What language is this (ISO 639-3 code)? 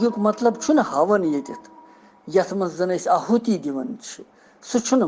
kas